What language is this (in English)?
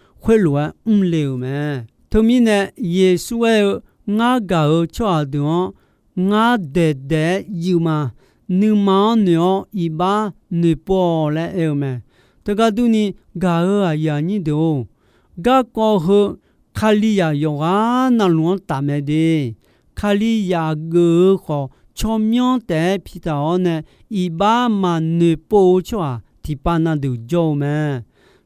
Akha